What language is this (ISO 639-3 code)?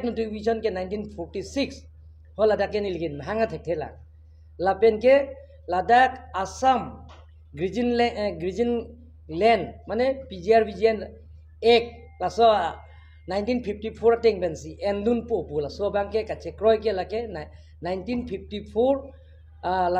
mjw